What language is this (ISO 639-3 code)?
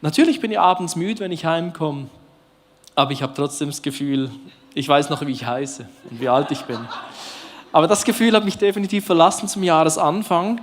gsw